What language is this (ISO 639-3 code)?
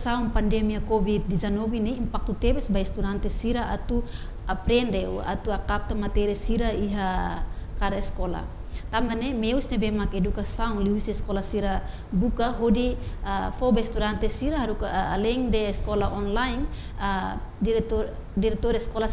tet